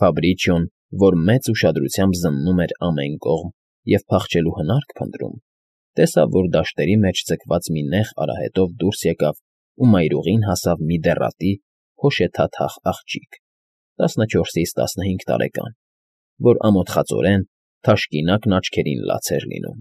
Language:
Armenian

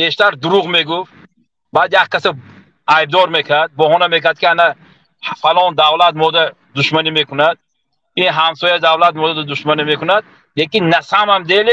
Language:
Tajik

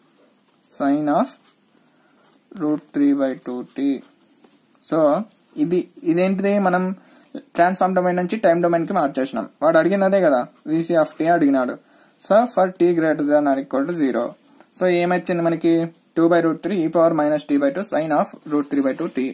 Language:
Telugu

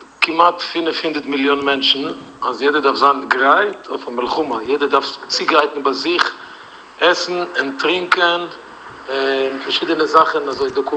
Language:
Yiddish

